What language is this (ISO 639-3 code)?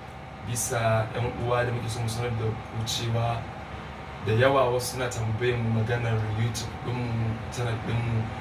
hau